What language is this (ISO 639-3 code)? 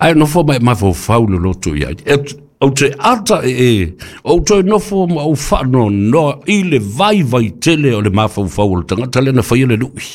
smo